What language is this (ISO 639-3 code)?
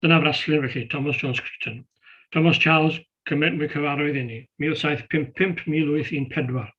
cym